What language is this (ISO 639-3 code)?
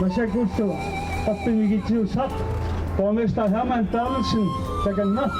kal